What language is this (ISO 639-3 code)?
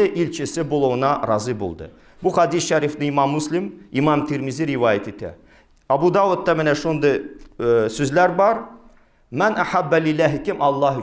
tat